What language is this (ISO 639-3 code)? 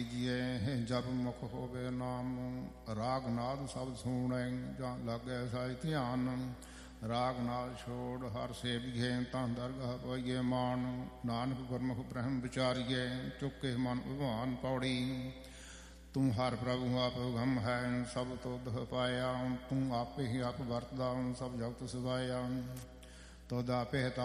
pan